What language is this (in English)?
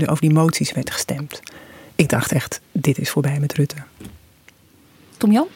Dutch